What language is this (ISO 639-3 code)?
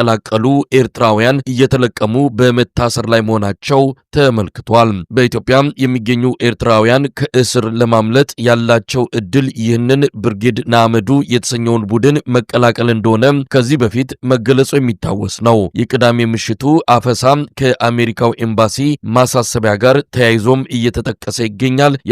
amh